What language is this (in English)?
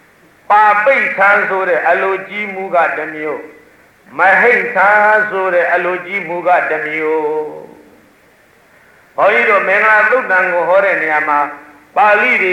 Burmese